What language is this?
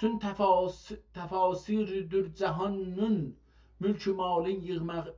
South Azerbaijani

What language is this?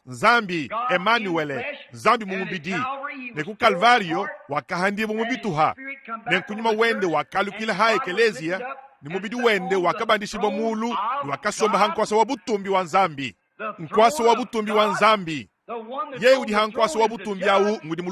Luba-Lulua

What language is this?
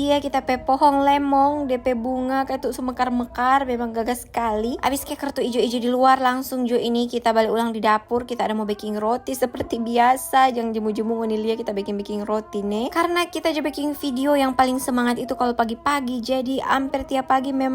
Manado Malay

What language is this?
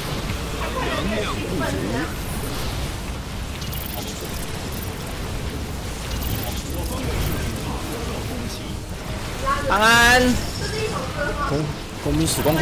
Chinese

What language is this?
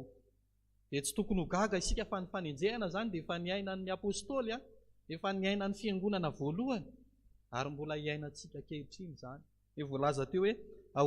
Malagasy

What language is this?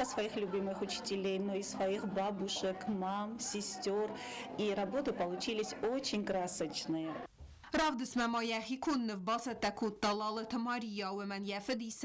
Ossetic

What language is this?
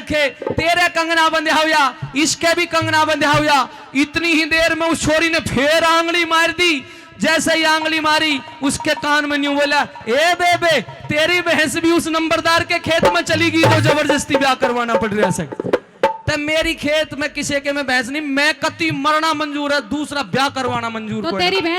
Haryanvi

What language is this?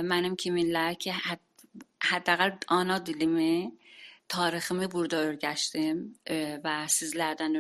South Azerbaijani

